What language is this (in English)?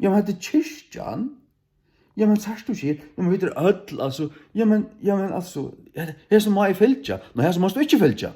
Faroese